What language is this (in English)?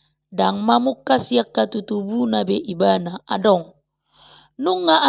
Batak Toba